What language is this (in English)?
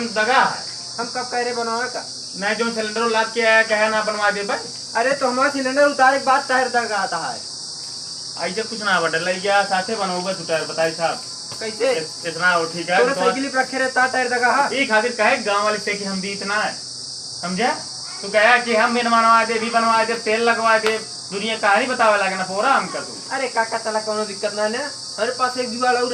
Awadhi